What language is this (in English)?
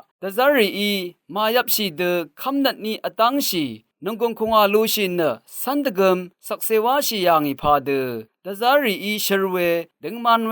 Rawang